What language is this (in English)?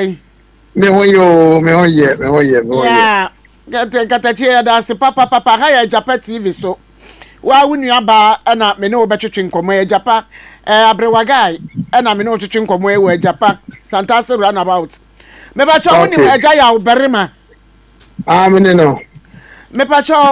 Akan